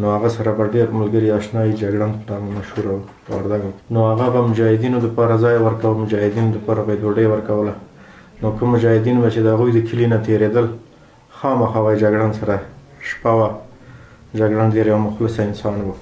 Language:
Pashto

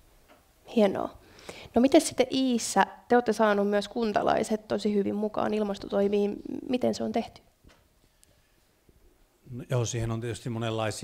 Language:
Finnish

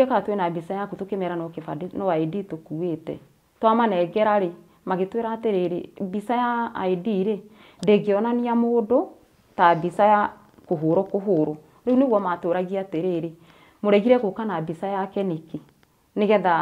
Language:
Kikuyu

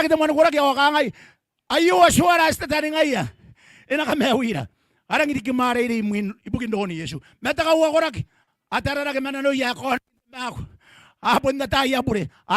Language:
Gilbertese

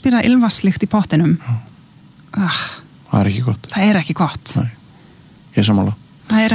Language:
Icelandic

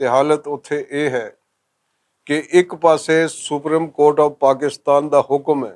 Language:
Western Panjabi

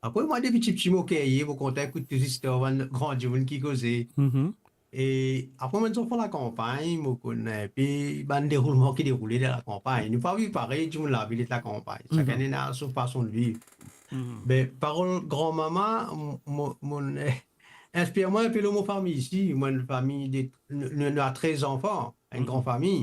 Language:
Morisyen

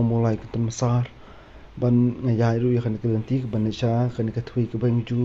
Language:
Khasi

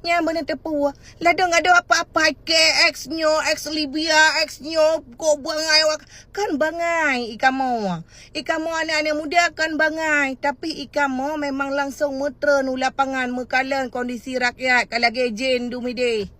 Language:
Achinese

